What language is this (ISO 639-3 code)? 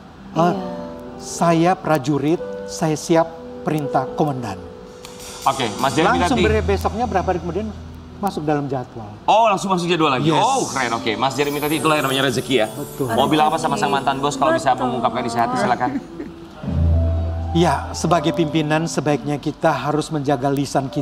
ind